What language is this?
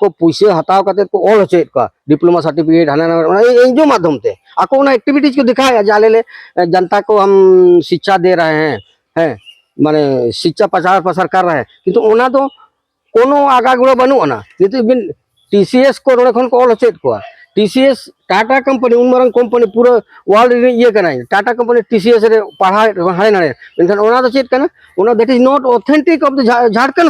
Santali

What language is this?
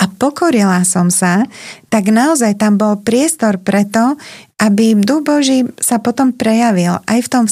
Slovak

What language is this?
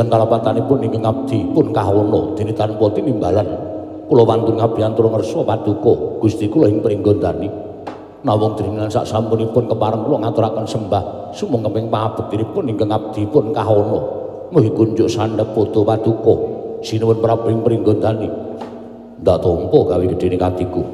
Javanese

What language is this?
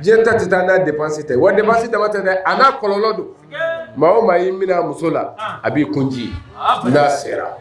Bambara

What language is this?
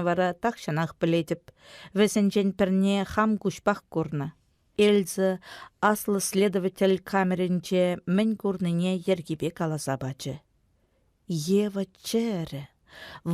Chuvash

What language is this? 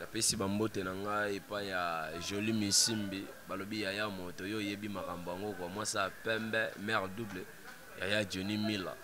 Lingala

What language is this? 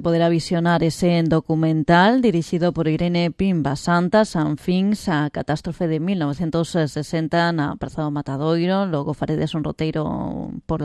Galician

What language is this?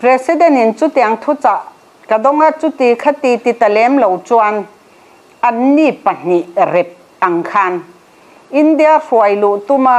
Mizo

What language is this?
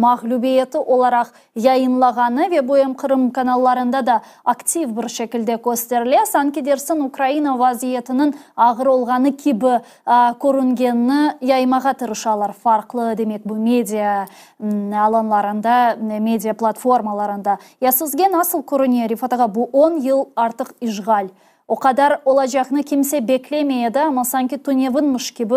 Crimean Tatar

